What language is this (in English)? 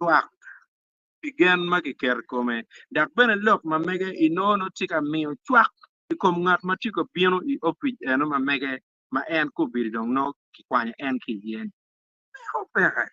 Acoli